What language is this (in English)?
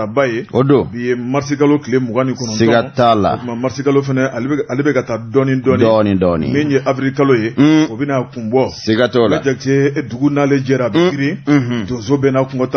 Bambara